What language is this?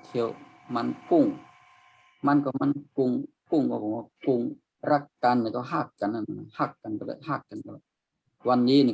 Shan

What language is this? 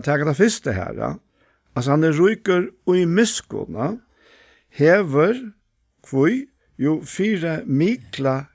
Faroese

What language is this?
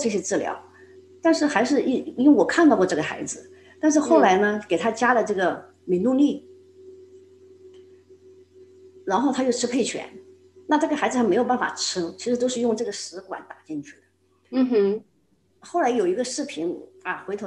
Chinese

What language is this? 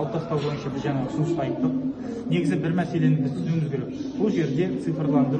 Kazakh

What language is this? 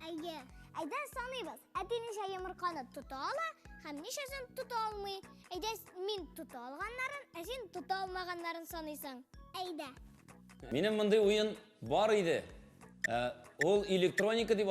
Tatar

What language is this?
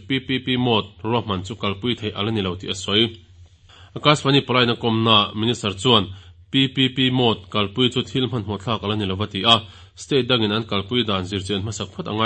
Mizo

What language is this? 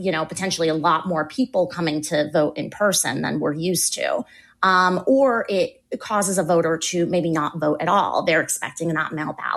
English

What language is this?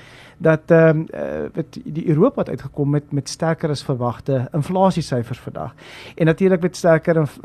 Afrikaans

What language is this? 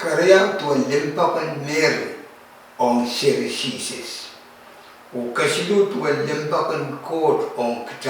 Pohnpeian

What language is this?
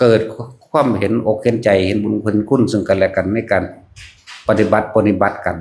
Northeastern Thai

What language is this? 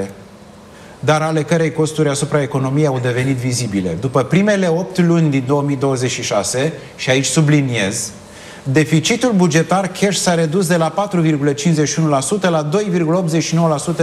Romanian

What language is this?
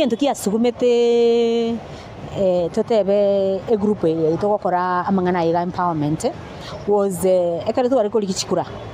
Gusii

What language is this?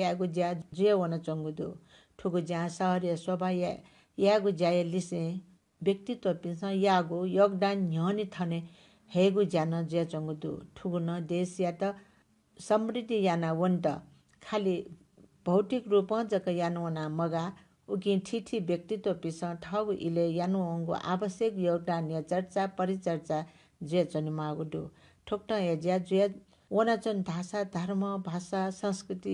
Newari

